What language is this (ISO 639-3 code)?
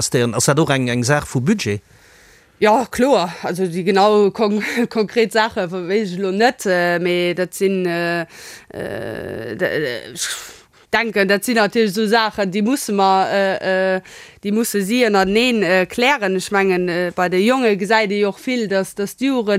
ltz